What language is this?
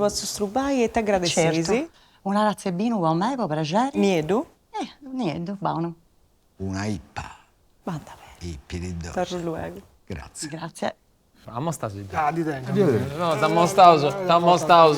Sardinian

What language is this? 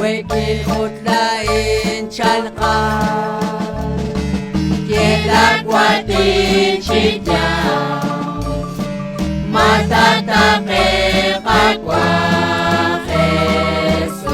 Kekchí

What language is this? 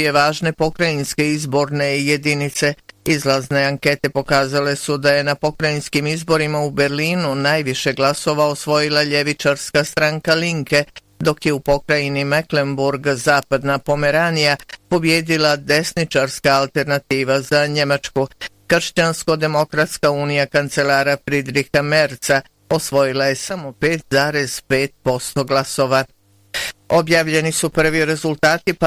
Bosnian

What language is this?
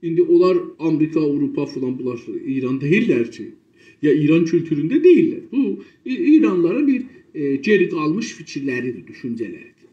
South Azerbaijani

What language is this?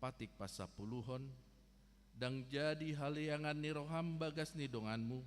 Batak Toba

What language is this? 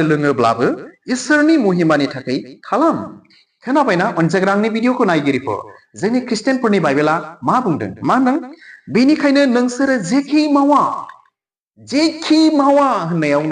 Bodo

